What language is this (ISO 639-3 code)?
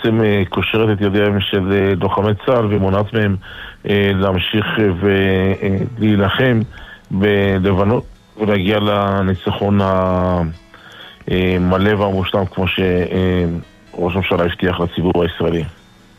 heb